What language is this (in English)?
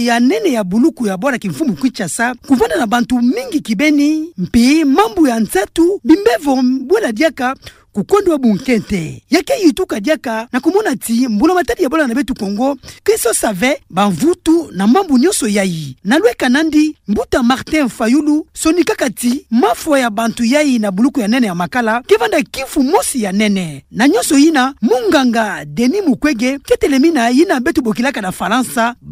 Kituba (Democratic Republic of Congo)